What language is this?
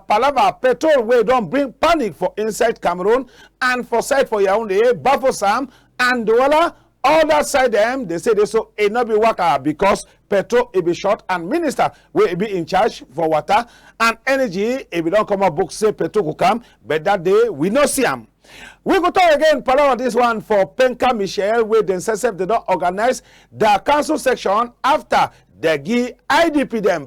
Cameroon Pidgin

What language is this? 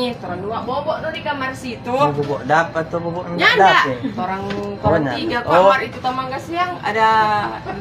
Manado Malay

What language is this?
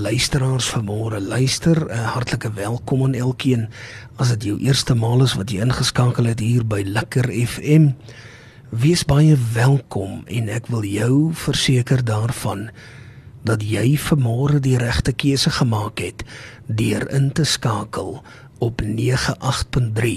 Afrikaans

